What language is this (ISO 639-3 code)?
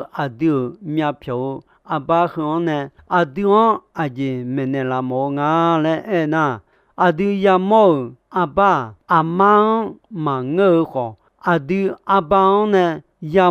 ahk